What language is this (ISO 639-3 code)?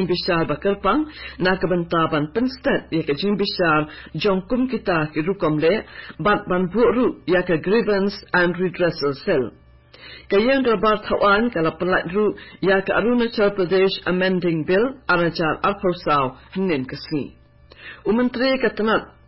kha